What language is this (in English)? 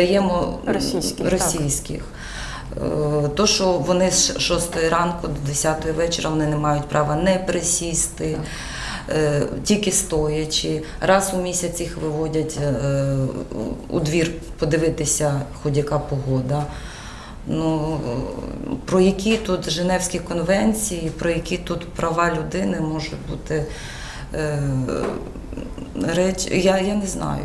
Ukrainian